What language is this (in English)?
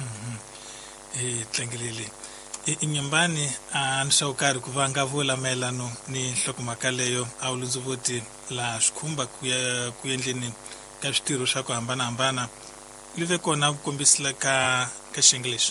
Tsonga